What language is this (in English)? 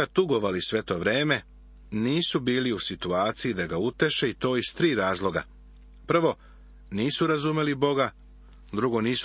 Serbian